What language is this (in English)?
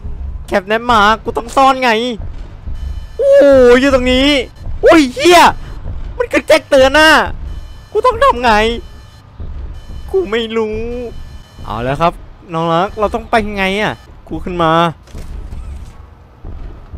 Thai